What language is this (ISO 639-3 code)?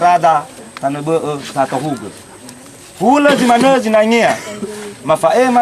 nia